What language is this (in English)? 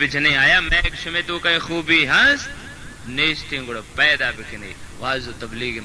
Baluchi